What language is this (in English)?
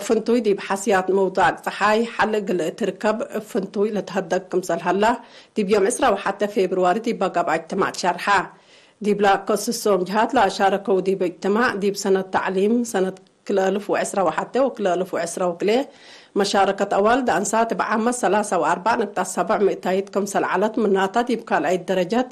Tigre